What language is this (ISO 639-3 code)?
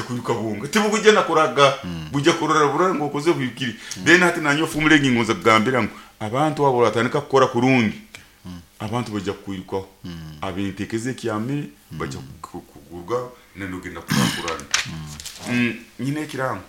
nyo